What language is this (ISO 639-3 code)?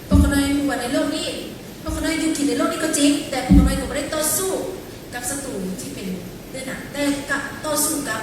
lao